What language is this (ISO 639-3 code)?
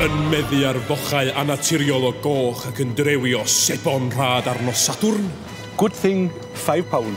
cym